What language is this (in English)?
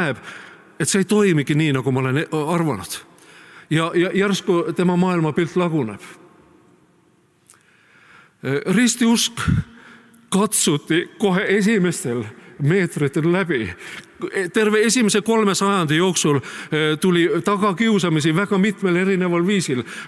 Estonian